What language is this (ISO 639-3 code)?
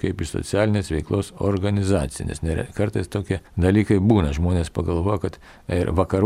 lit